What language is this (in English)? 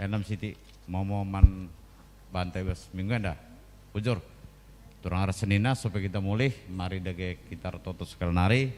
Batak Karo